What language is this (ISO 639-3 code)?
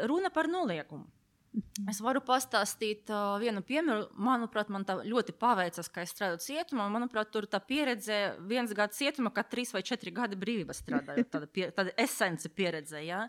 lav